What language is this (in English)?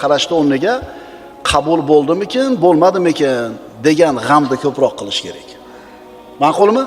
Uzbek